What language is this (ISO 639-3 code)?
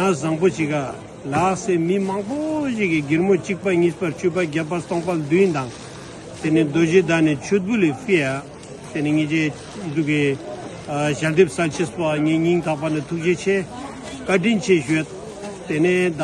lbj